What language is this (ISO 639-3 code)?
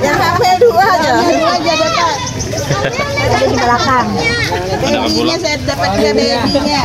bjn